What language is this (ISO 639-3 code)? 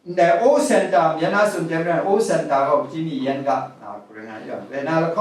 kac